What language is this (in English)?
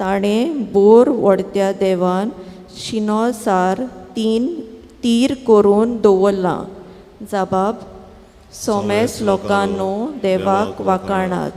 Konkani